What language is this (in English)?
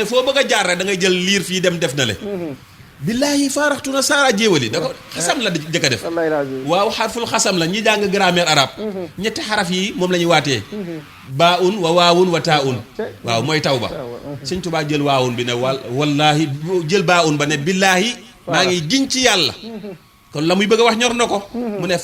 Wolof